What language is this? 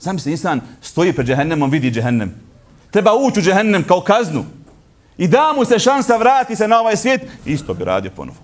Bosnian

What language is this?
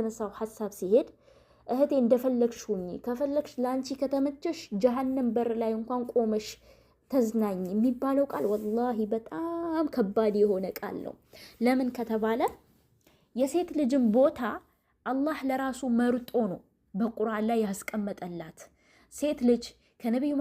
Amharic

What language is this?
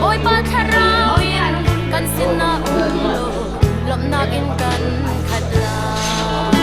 Hakha Chin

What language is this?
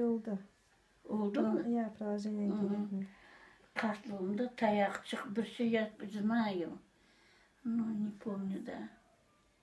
Crimean Tatar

